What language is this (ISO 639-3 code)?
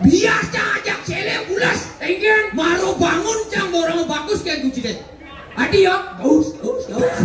ban